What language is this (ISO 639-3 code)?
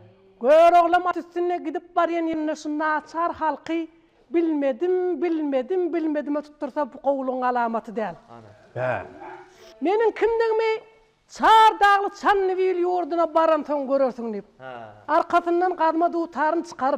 tuk